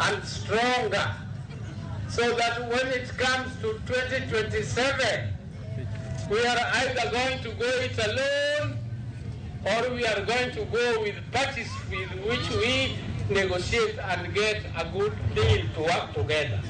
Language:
Luo (Kenya and Tanzania)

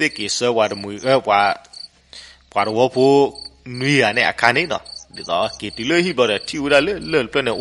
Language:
S'gaw Karen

